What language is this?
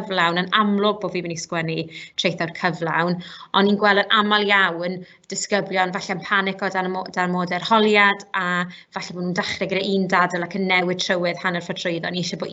Welsh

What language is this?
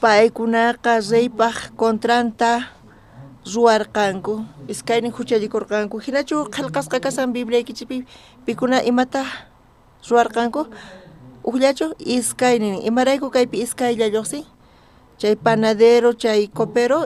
South Bolivian Quechua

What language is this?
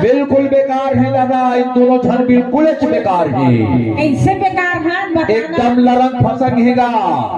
Chhattisgarhi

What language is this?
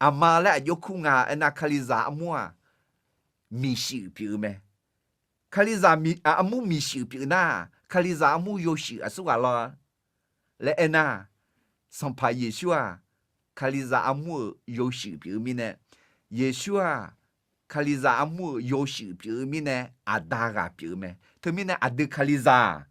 Akha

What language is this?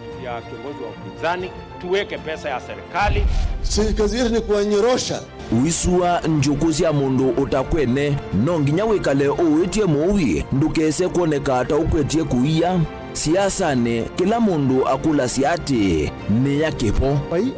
Kamba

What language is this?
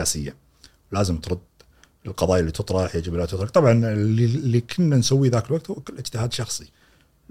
Gulf Arabic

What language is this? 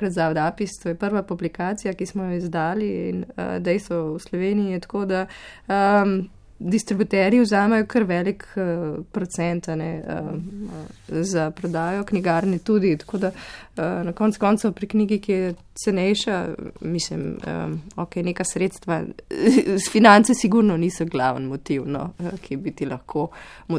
Slovenian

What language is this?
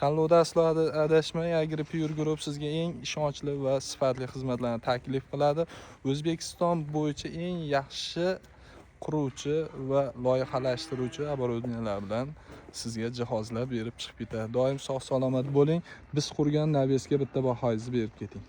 Uzbek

